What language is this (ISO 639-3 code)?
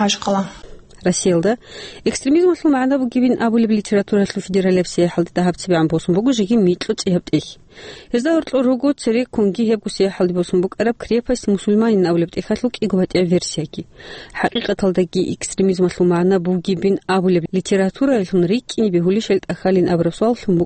ava